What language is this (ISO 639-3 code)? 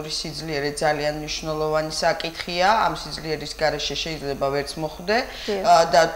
kat